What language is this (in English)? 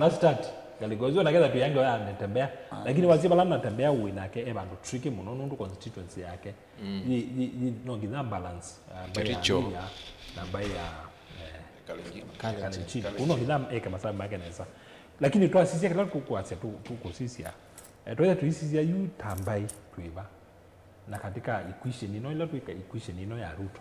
Kamba